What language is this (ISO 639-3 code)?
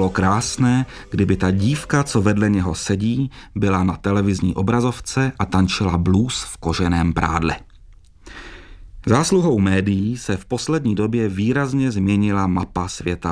ces